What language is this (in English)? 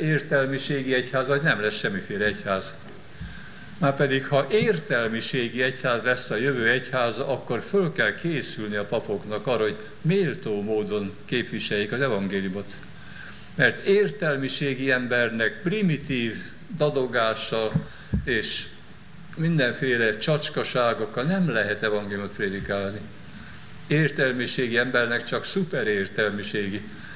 Hungarian